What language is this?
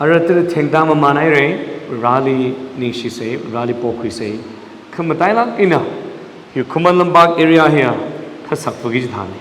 Tangkhul Naga (India)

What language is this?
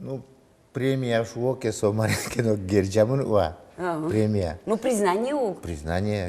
Udmurt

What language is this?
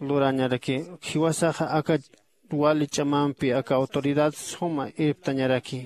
Aymara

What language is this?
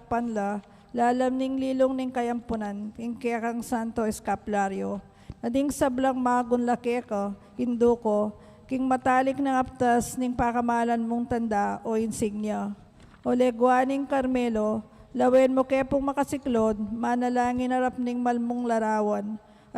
Pampanga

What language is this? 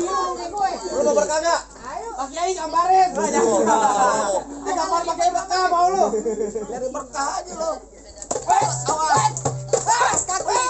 Betawi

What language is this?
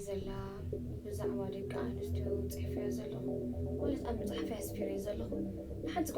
Tigrinya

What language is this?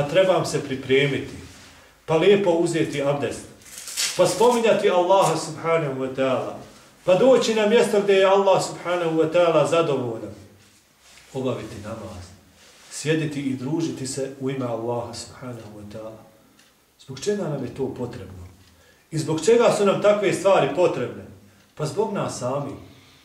Bosnian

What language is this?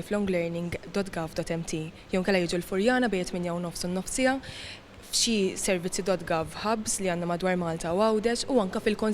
Maltese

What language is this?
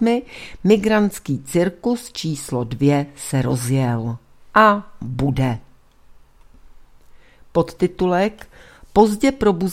Czech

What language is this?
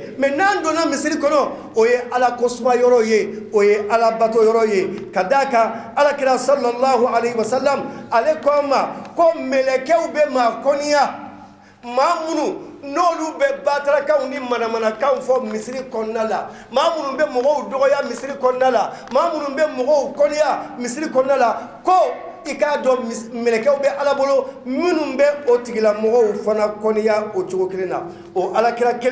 Bambara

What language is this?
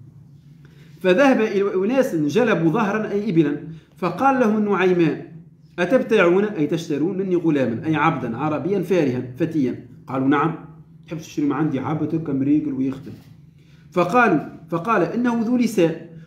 Arabic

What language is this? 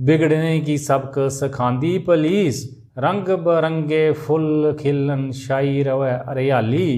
Dogri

